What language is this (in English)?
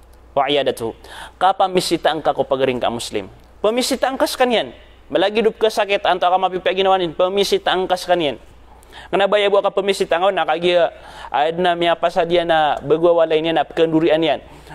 Maranao